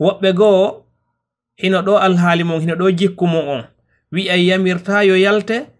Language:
Fula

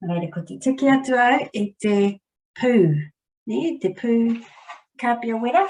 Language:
Māori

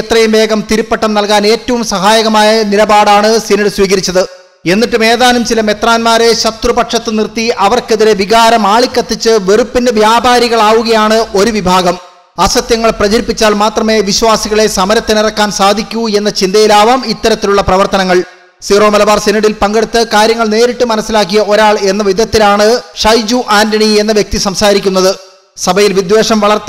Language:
Malayalam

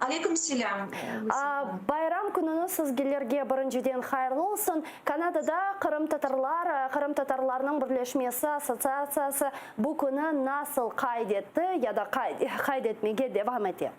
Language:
Crimean Tatar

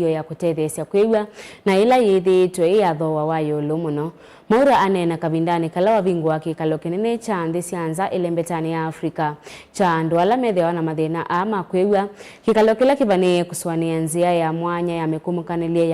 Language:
Kamba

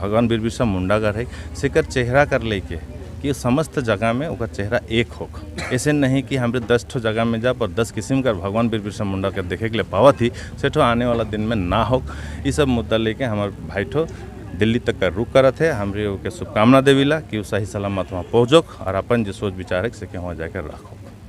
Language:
Sadri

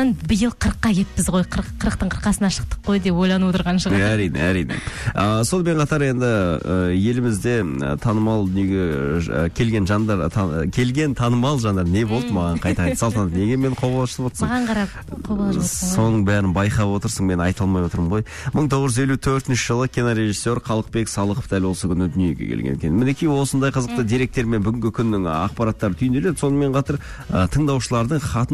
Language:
Kazakh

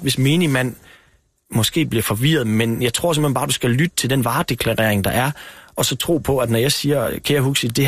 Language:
Danish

